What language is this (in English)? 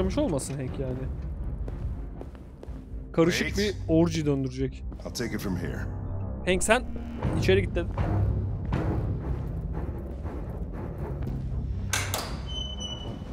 Turkish